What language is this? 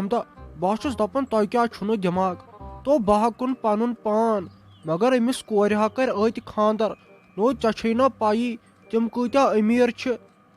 Kashmiri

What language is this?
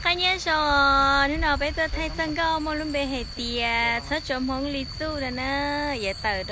Hmong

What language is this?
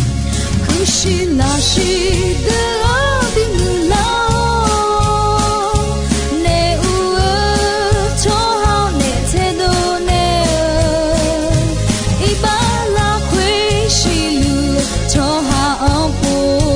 Akha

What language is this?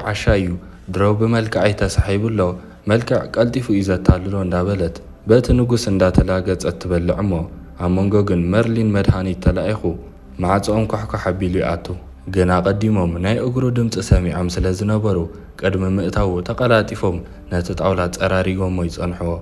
Tigrinya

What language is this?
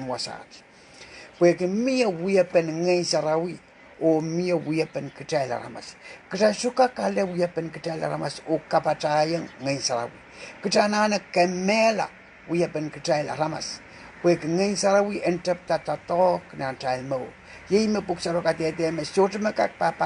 Pohnpeian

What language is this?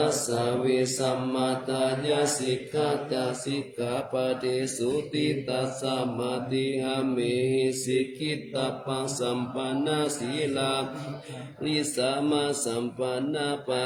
Pali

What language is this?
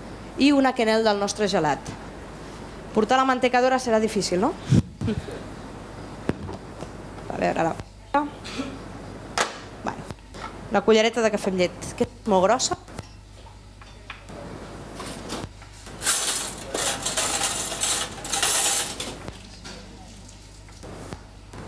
Catalan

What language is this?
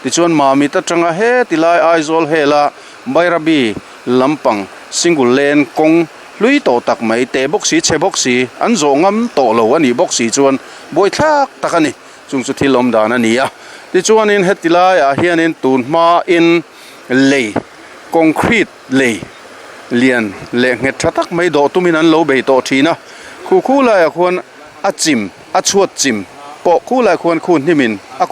Mizo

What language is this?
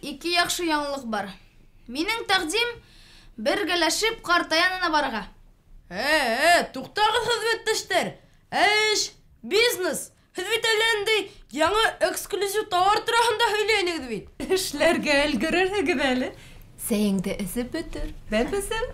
Bashkir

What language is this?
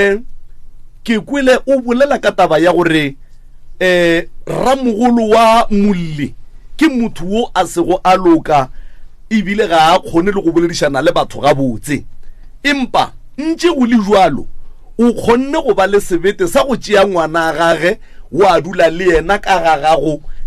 Northern Sotho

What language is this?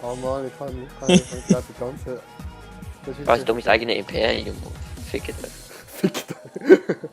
Swiss German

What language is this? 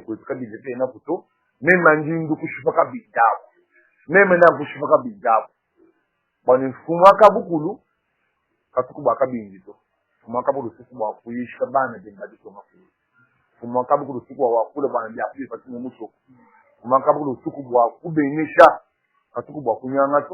Luba-Lulua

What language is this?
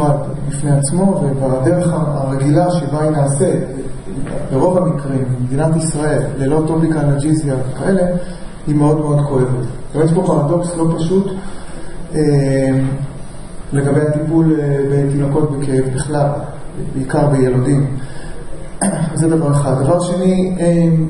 Hebrew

